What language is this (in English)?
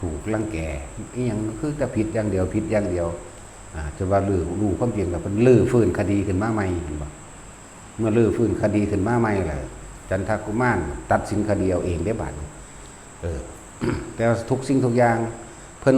Northeastern Thai